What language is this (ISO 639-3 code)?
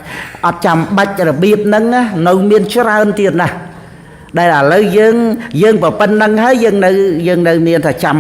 khm